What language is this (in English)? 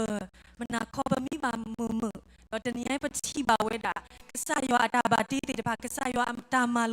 S'gaw Karen